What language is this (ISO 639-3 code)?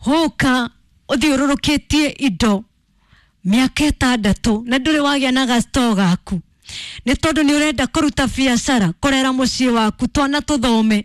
kik